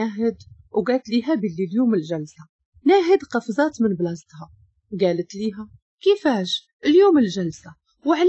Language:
Moroccan Arabic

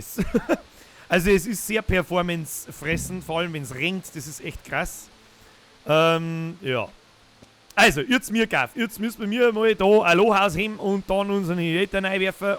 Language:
Bavarian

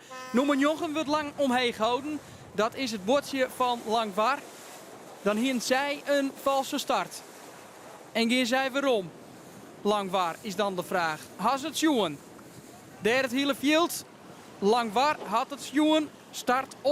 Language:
Western Frisian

